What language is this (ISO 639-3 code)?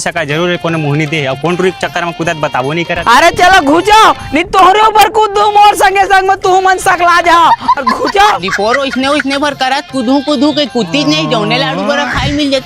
hne